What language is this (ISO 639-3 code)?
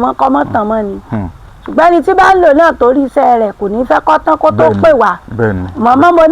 yor